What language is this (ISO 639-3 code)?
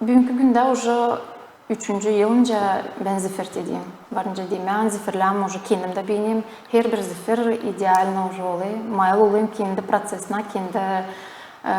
gag